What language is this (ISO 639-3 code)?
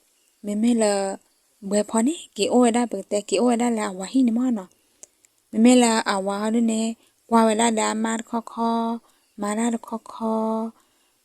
ksw